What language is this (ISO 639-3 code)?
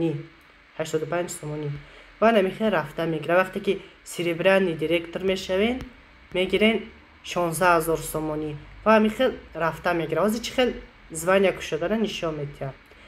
tgk